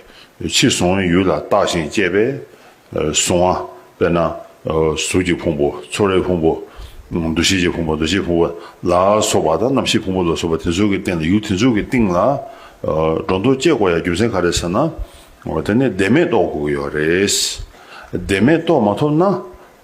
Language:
Tibetan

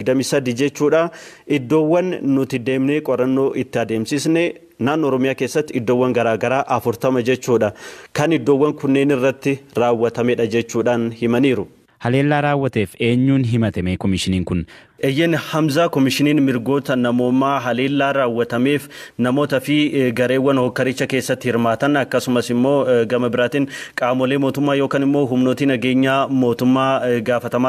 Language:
Oromo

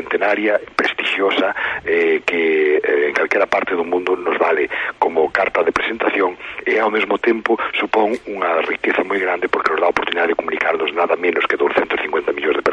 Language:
Galician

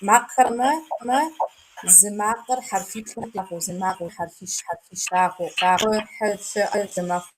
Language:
Kabardian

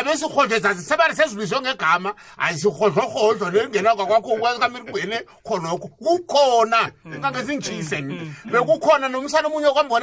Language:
South Ndebele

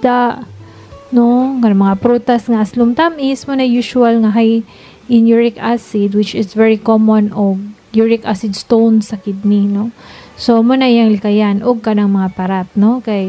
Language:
Cebuano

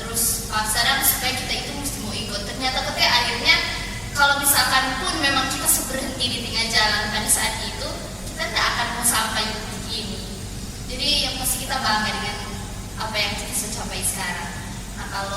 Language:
Manado Malay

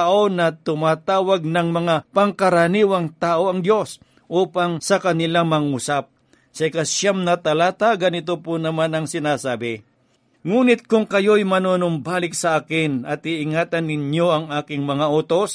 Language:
Filipino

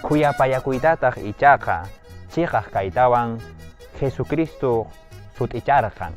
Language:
Quechua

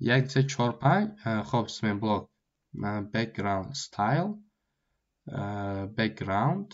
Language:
Tajik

